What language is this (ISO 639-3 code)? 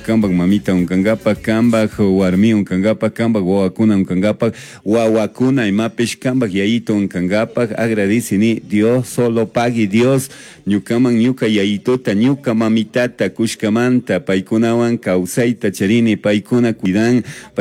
qug